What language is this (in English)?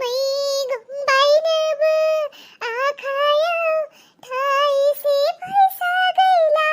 Bodo